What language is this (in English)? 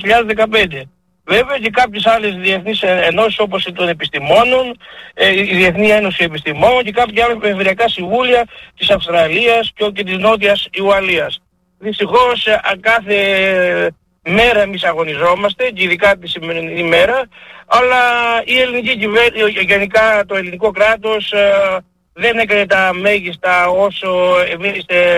Greek